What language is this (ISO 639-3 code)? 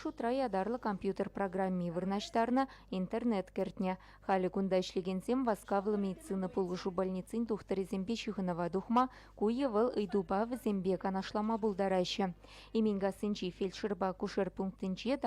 chv